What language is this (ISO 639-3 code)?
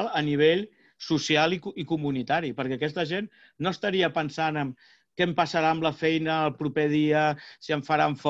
cat